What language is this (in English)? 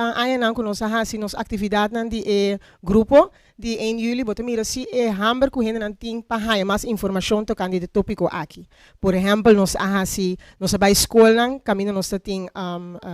Papiamento